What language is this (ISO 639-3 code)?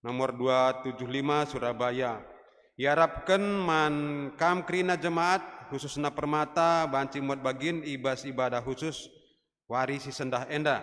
btx